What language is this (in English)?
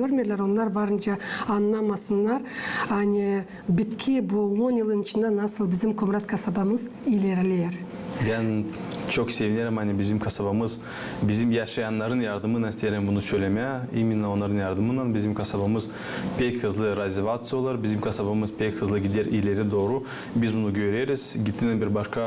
Gagauz